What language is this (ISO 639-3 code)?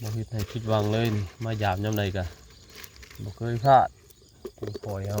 tts